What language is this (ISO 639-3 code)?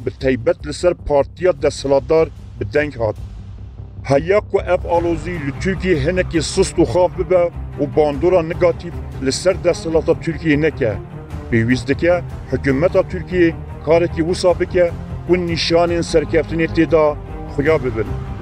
kur